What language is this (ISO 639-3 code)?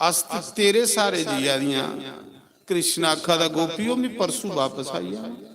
doi